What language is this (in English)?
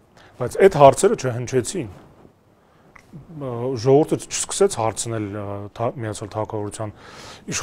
Armenian